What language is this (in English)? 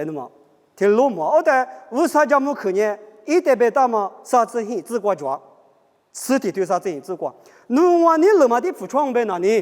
Lisu